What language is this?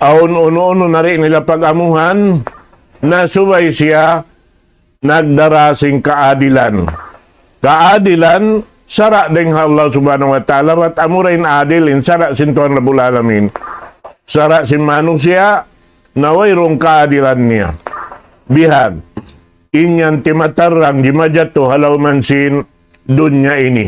Tausug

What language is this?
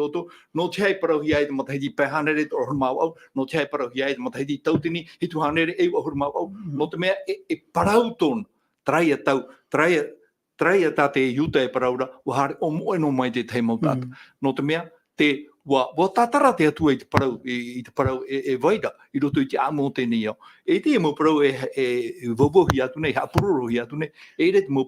Tahitian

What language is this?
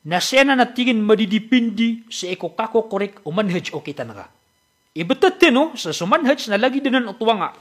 Maranao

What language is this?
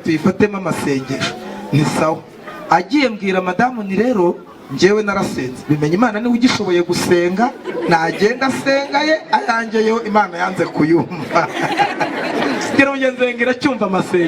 Kinyarwanda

